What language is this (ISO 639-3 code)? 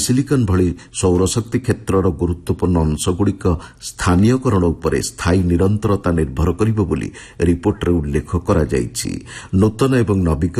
ori